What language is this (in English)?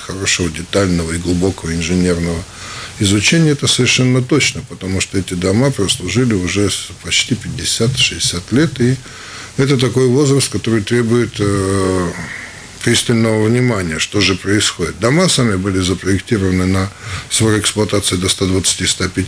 Russian